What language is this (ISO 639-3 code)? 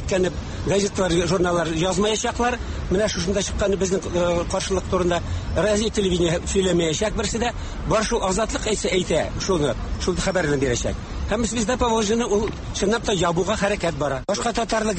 tat